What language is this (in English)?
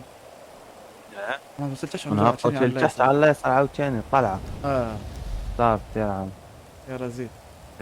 Moroccan Arabic